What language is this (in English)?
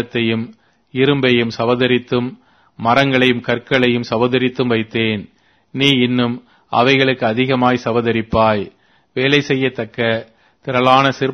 Tamil